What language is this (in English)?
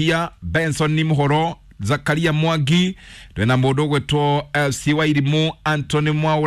Kikuyu